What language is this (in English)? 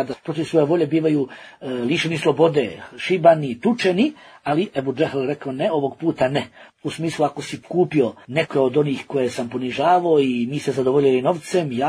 Bosnian